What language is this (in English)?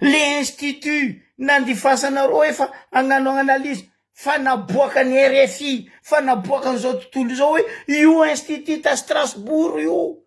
Malagasy